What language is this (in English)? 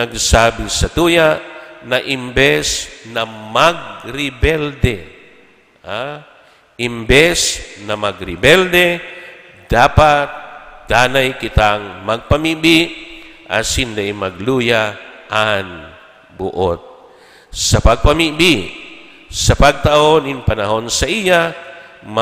Bikol